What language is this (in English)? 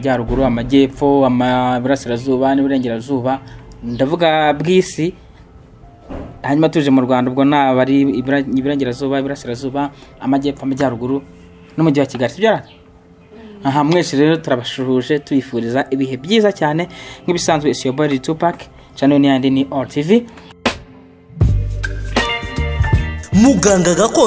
Kinyarwanda